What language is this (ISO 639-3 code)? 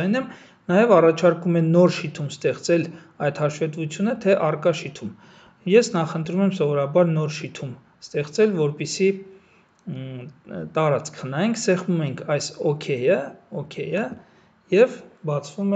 hye